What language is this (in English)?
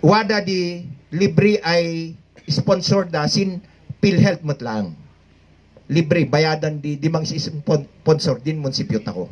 Kankanaey